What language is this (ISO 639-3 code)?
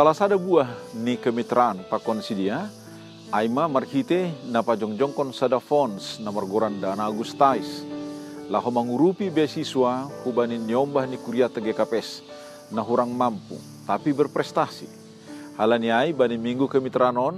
bts